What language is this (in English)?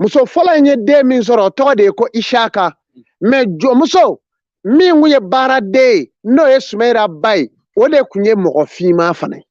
Bambara